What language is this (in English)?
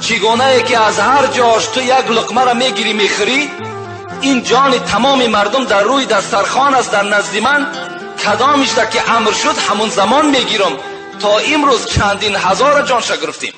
Tajik